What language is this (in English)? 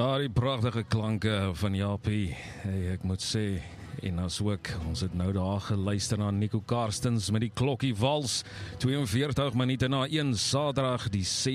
Afrikaans